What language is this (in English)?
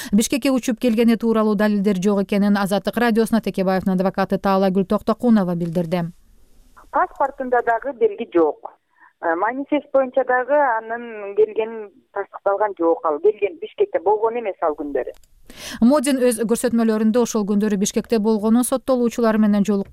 Kyrgyz